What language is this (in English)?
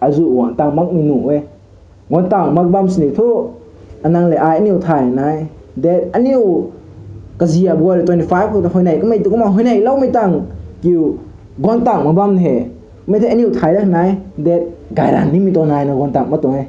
Rongmei Naga